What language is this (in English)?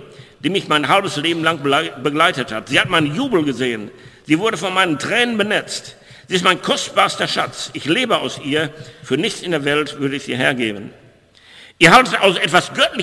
German